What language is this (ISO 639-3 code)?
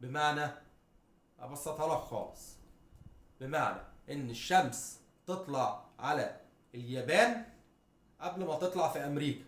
arz